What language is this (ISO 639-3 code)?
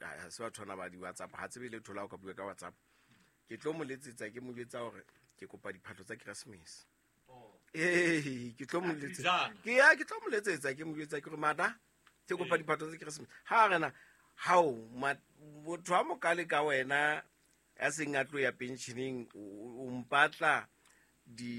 sot